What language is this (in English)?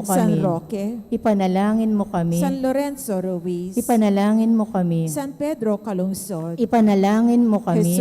Pampanga